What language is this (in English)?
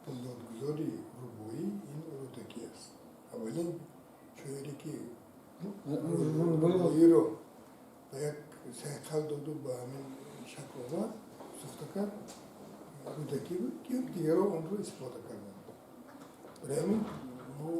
Tajik